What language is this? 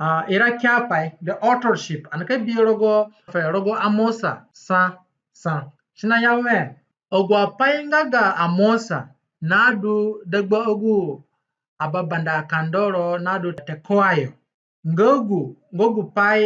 Zande (individual language)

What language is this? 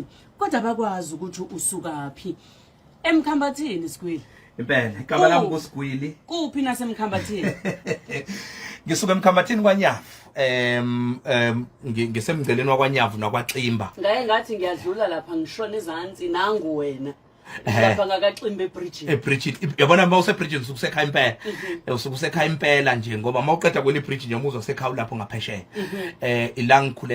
Zulu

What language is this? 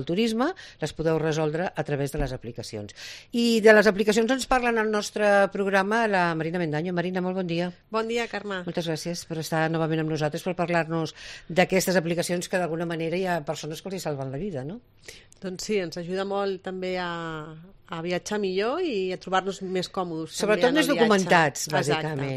Catalan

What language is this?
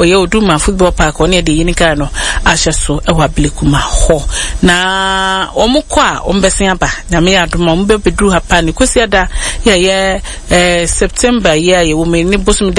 Akan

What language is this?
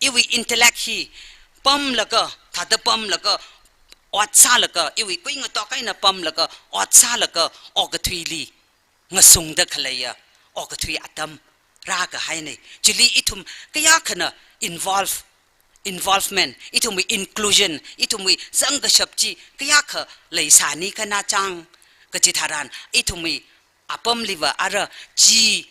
Tangkhul Naga (India)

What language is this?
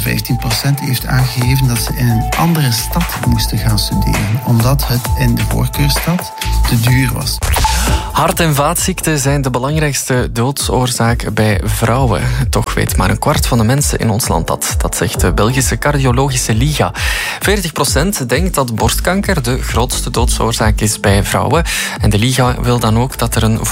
Dutch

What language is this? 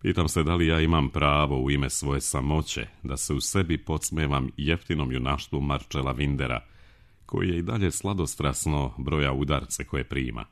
Serbian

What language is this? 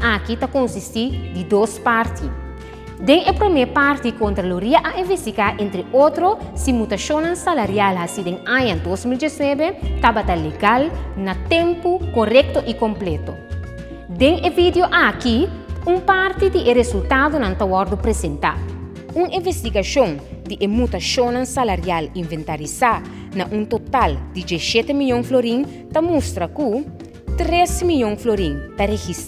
Papiamento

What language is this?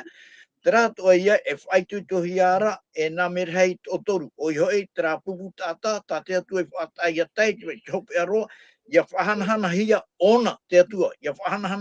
Tahitian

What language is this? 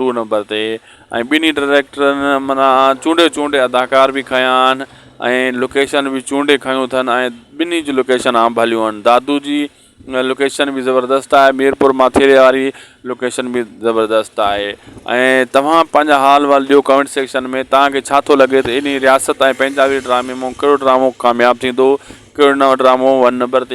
Sindhi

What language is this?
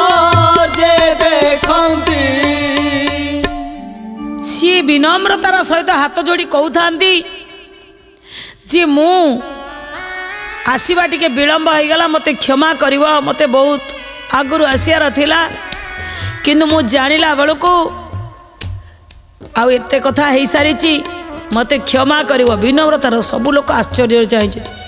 Odia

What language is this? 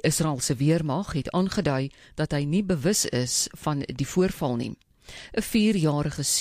Afrikaans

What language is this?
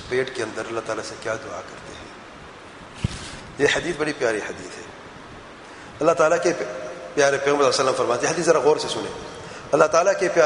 Urdu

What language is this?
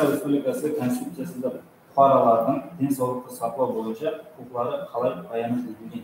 Kara-Kalpak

